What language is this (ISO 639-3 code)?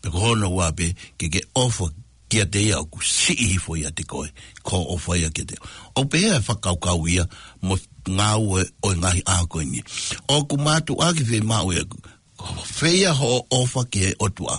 ton